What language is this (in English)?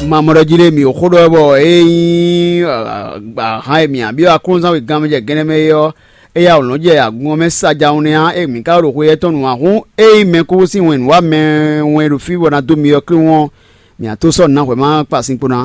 Fon